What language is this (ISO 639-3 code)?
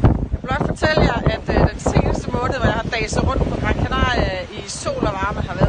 dan